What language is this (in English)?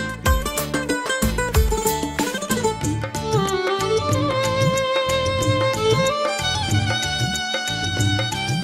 Malayalam